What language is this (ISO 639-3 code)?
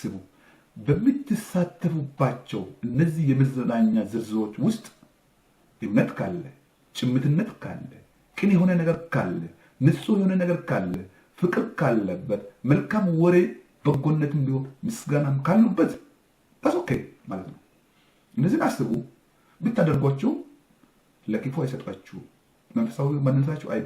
amh